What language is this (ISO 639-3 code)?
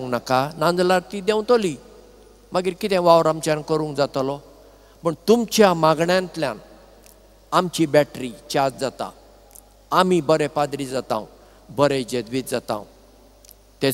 kok